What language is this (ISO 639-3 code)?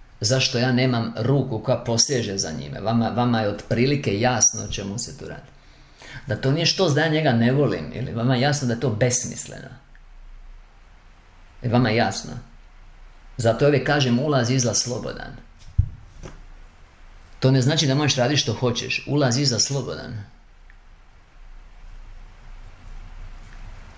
hrv